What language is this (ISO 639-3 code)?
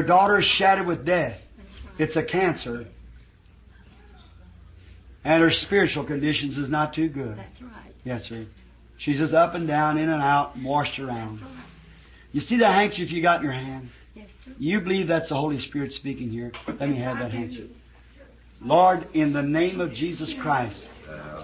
eng